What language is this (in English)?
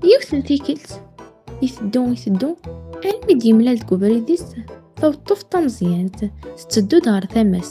Kabyle